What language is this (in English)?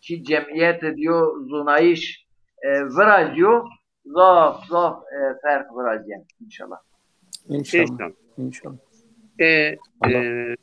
Zaza